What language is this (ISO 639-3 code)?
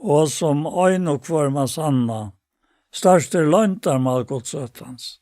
fao